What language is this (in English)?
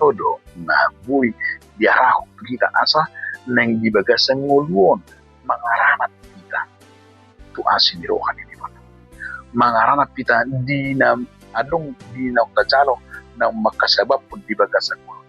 Batak Toba